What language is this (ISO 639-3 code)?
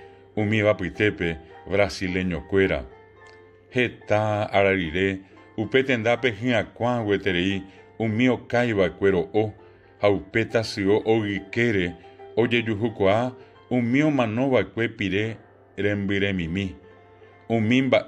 grn